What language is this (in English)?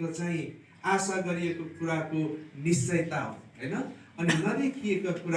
Nepali